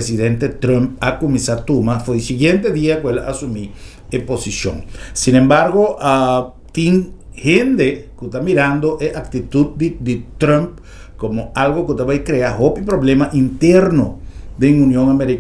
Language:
Papiamento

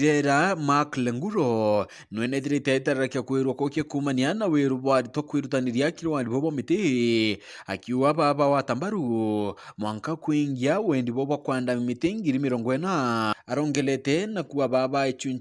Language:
Meru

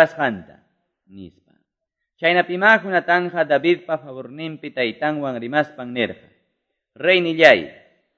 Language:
Quechua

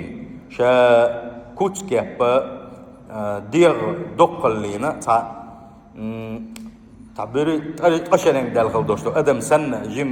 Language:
Chechen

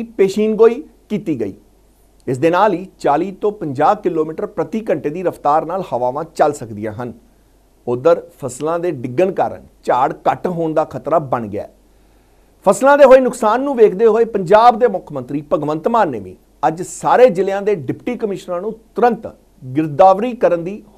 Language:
Punjabi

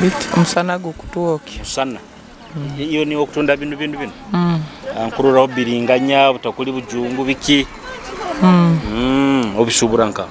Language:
Nyoro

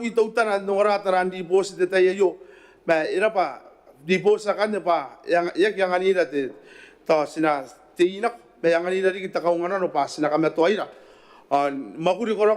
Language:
Gilbertese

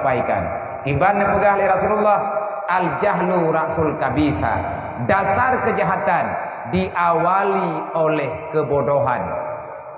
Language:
Achinese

